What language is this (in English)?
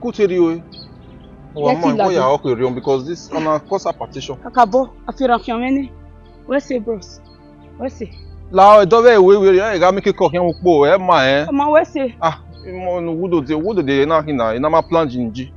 Bini